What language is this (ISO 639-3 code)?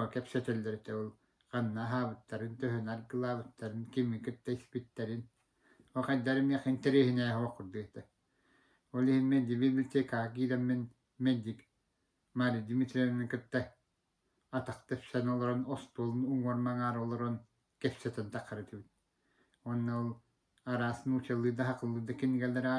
sah